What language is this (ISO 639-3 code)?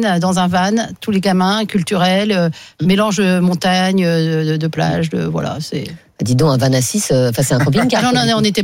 fra